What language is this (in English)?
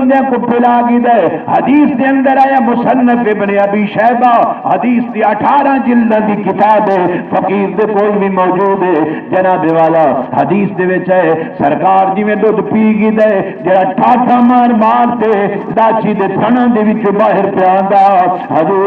Saraiki